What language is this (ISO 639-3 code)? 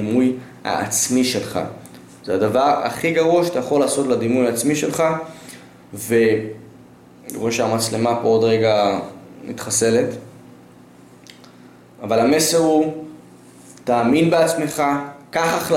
heb